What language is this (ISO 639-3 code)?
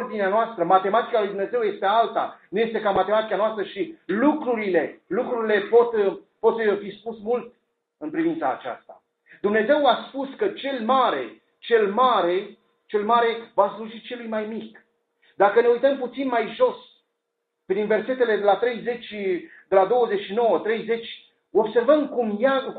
ron